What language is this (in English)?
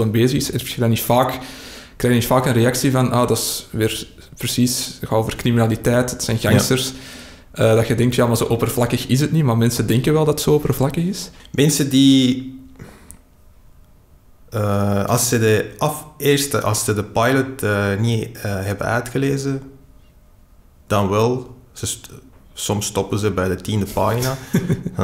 Dutch